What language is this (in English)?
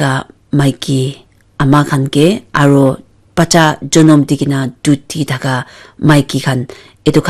Naga Pidgin